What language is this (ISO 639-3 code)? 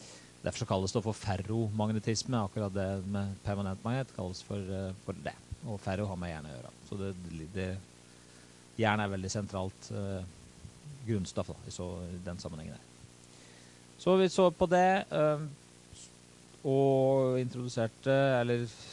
nor